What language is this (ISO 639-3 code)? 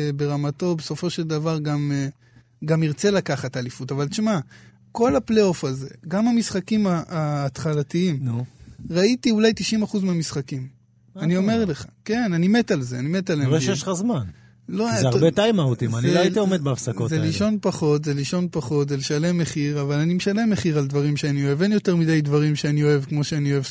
heb